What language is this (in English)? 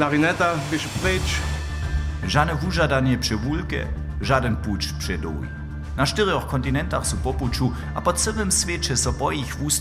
Upper Sorbian